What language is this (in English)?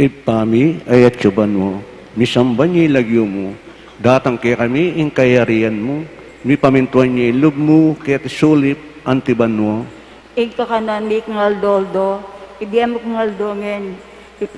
Pampanga